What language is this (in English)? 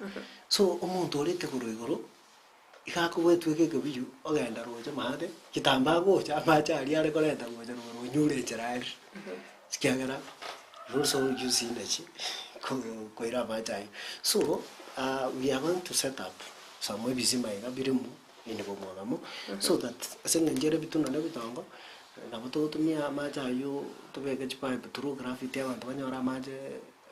Gusii